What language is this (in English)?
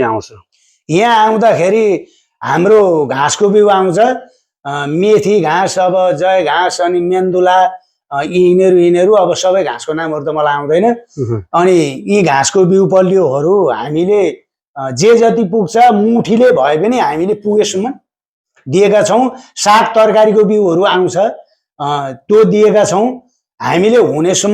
Nepali